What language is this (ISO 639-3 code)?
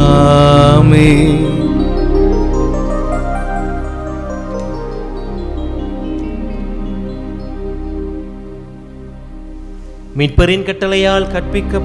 tam